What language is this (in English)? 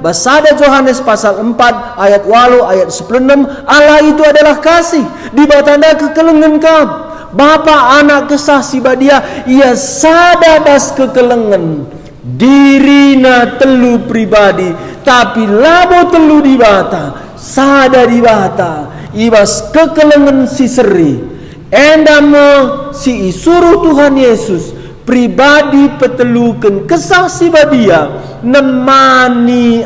Batak Karo